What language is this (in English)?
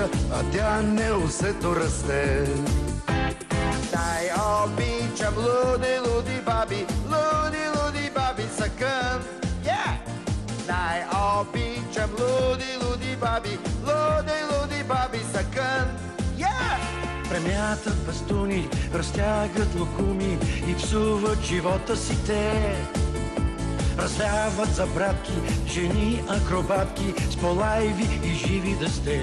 Bulgarian